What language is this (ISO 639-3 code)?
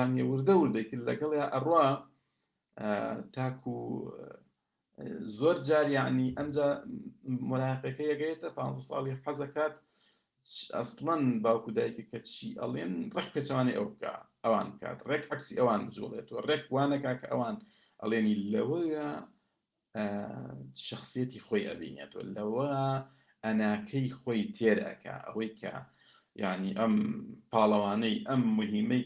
ckb